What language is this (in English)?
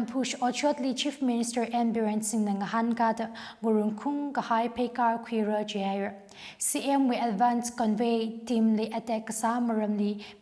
Tangkhul Naga (India)